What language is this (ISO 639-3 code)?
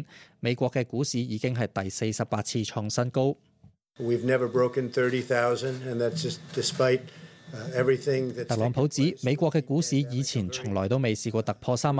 yue